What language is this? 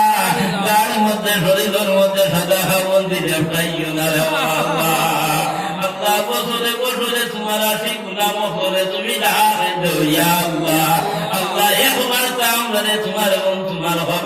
Sylheti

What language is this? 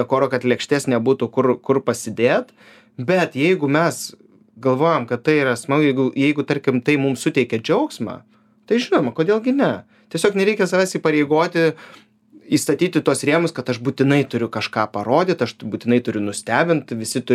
Lithuanian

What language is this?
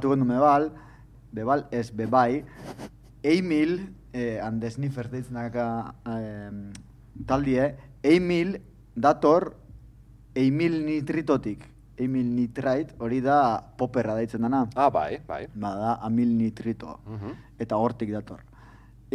Basque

